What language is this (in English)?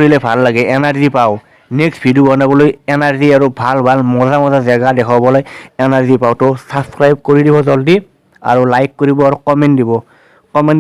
Assamese